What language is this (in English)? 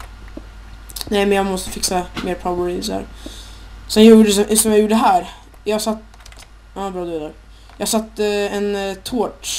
Swedish